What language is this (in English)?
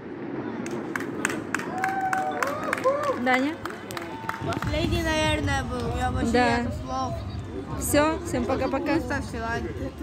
Russian